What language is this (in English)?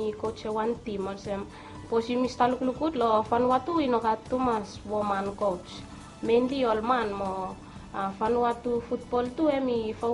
Bislama